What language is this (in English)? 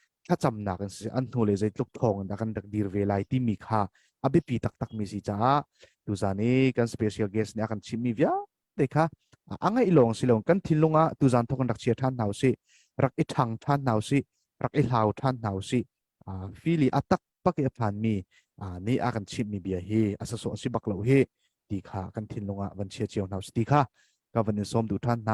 Hakha Chin